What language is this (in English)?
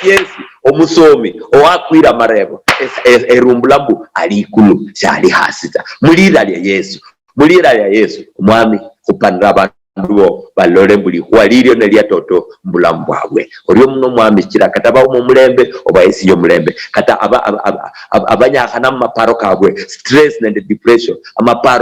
Luyia